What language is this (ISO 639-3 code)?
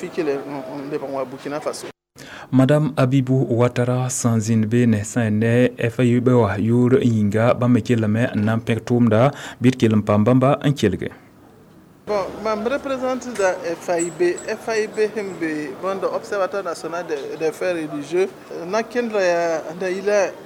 mos